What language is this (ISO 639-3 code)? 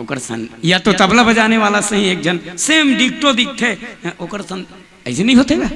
hne